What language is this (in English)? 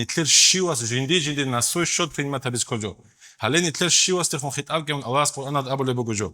Avaric